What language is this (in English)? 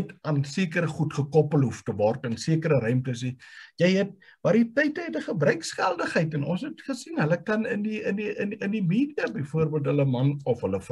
Afrikaans